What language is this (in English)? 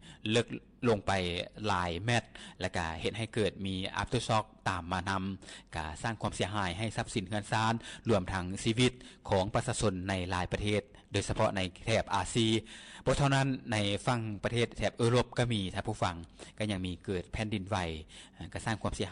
Lao